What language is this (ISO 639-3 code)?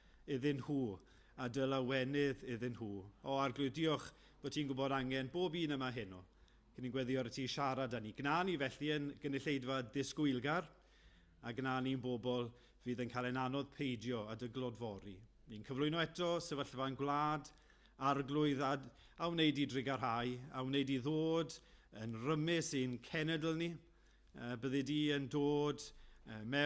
cym